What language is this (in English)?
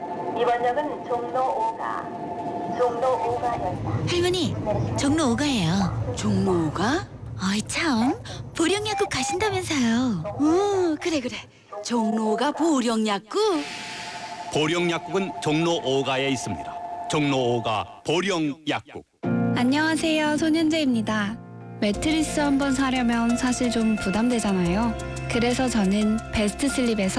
Korean